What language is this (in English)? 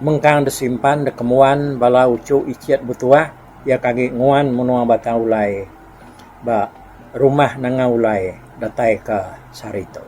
Iban